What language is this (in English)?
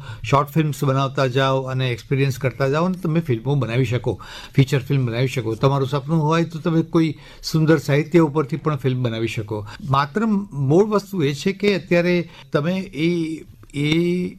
Gujarati